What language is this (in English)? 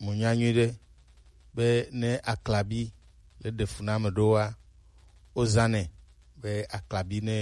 Gen